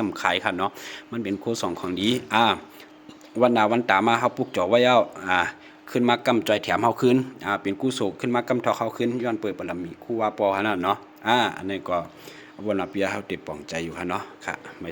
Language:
Shan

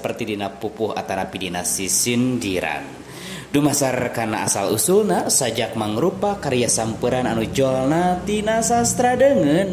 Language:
Sundanese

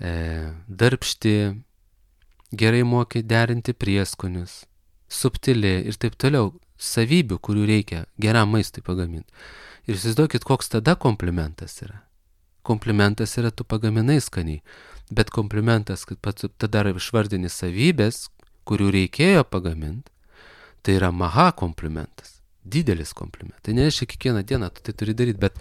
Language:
Lithuanian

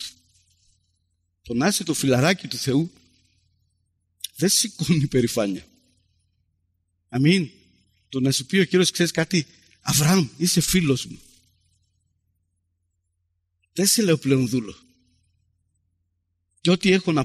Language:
Greek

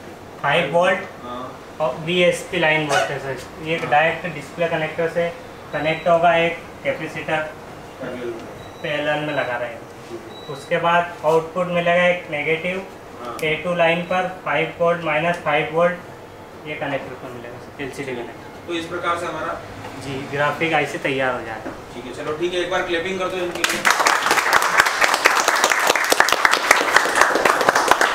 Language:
Hindi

